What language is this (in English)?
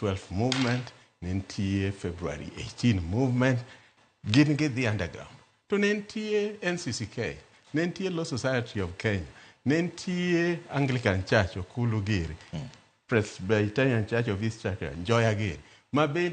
Luo (Kenya and Tanzania)